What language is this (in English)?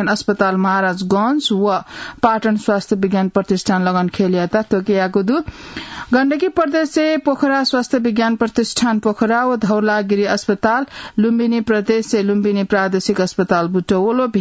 Newari